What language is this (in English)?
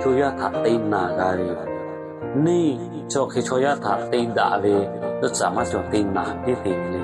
Lahu